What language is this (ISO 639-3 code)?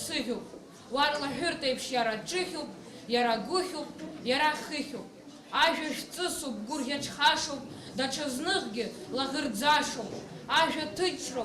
abk